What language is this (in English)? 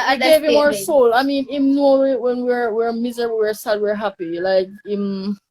Jamaican Creole English